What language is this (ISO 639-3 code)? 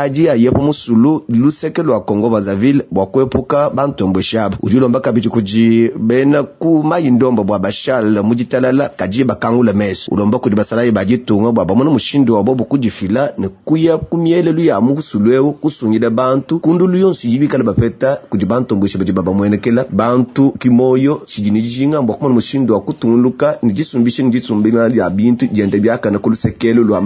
lua